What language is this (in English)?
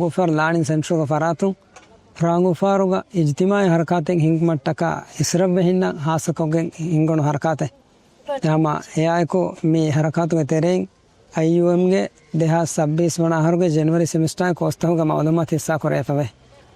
Divehi